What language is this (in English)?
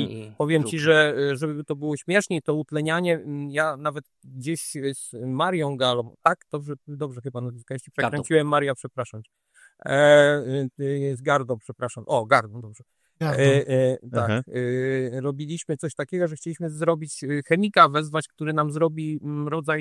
Polish